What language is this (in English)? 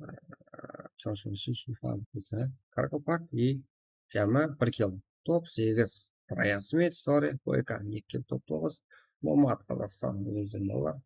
Kara-Kalpak